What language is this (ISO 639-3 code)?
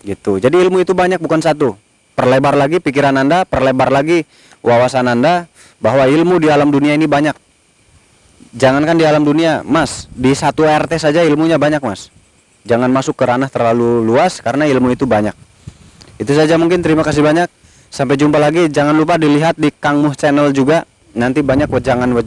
ind